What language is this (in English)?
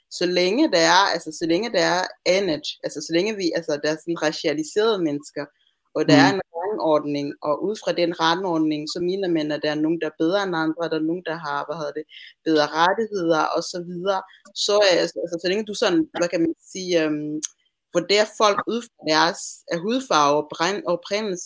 Danish